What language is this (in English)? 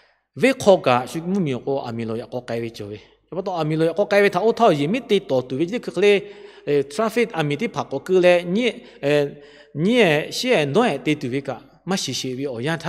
Lahu